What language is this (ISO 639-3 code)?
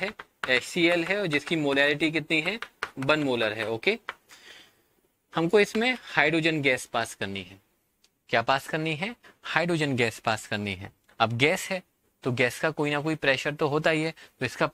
hin